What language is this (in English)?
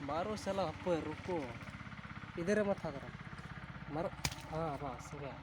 Santali